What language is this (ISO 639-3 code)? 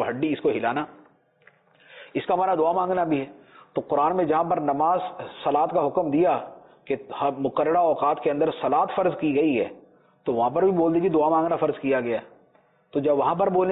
urd